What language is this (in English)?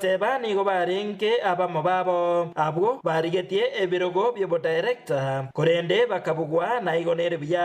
Gusii